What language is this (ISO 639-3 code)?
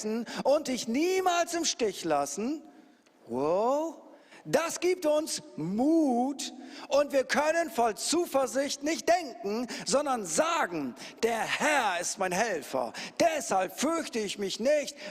gsw